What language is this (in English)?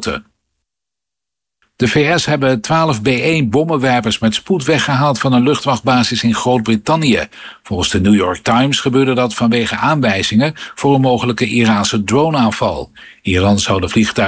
Dutch